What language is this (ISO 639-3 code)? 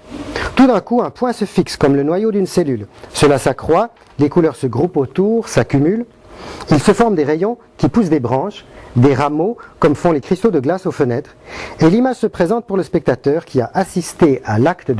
fra